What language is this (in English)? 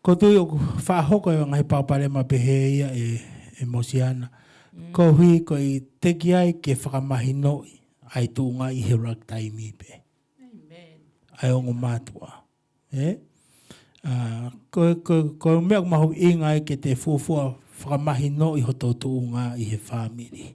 Tongan